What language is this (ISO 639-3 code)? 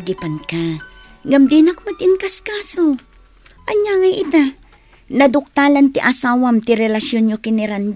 ilo